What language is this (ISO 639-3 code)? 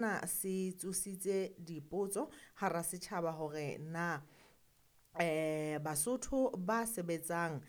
sot